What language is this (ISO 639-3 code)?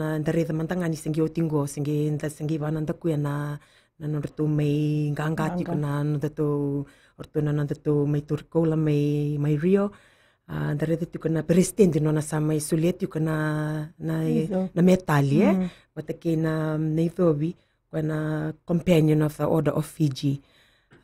fij